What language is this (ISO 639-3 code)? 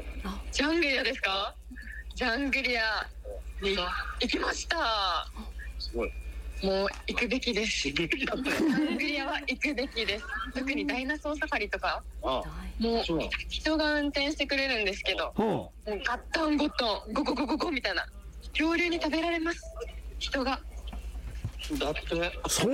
jpn